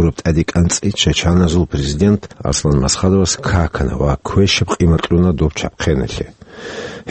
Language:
Avaric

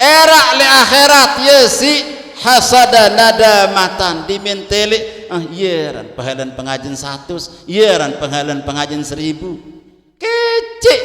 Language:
Sasak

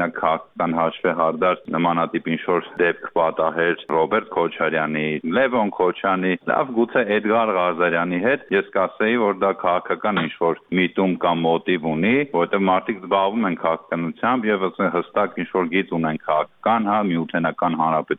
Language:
Armenian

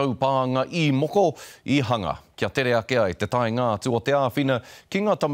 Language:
Māori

